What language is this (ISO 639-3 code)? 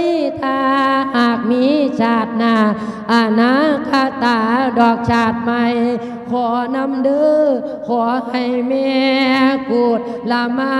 lao